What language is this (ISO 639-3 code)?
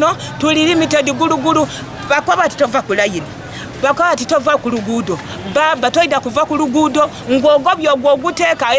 lug